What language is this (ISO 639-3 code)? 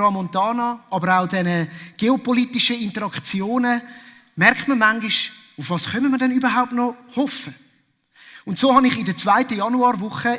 gsw